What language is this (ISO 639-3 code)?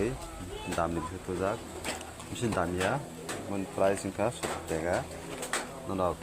trp